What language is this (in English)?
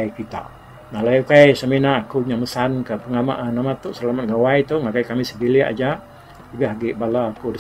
Iban